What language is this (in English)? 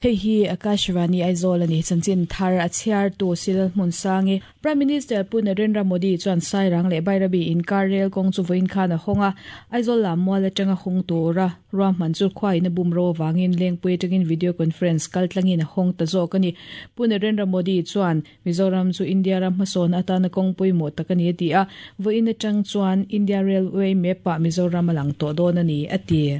Mizo